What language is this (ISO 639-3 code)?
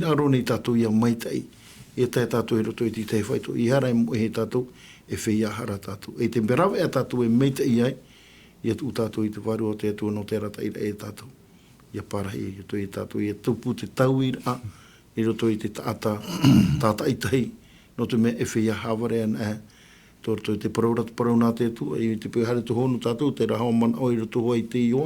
tah